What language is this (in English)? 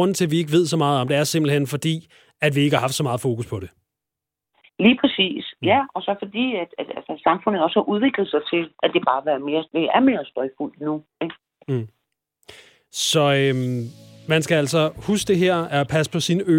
Danish